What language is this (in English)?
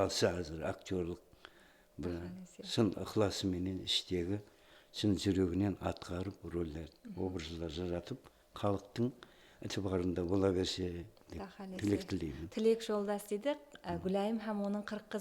Kara-Kalpak